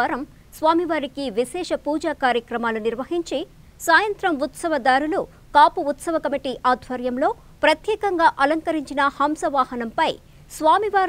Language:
Telugu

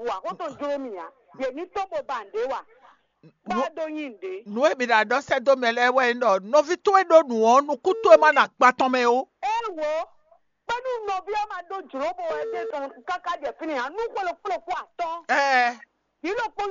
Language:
Fon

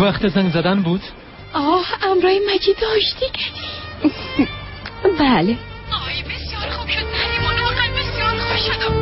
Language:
Persian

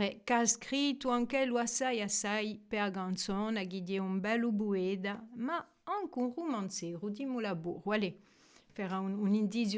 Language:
Corsican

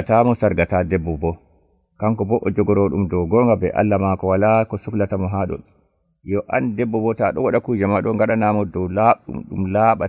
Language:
Nigerian Fulfulde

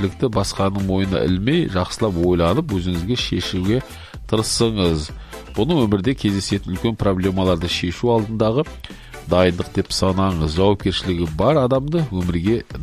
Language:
Kazakh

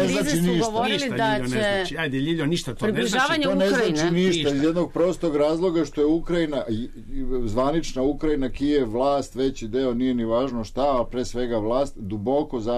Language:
Serbian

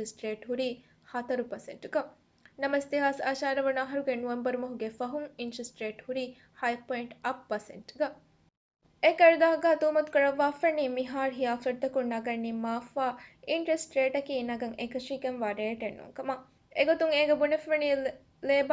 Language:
Divehi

